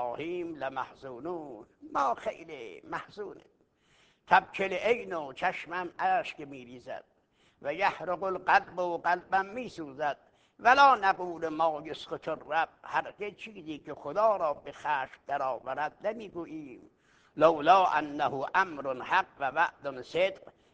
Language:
Persian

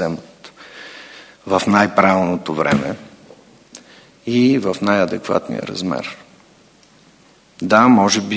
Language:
Bulgarian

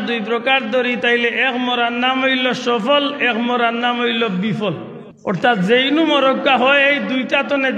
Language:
Sylheti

